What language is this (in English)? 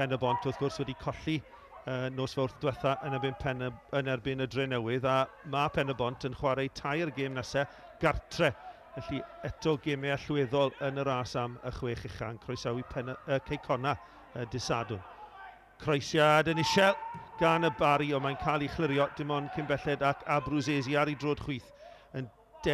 Welsh